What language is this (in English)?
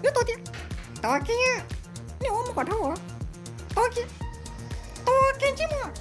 Hmong